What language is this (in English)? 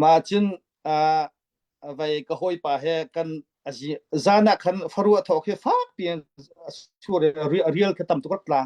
Falam Chin